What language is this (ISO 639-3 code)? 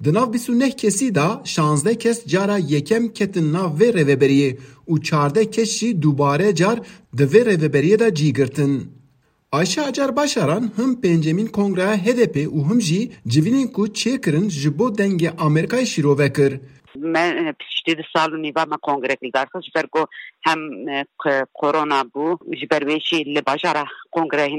kur